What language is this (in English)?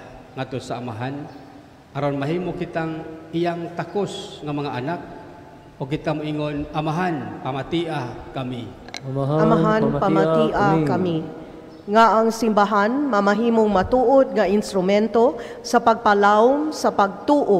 Cebuano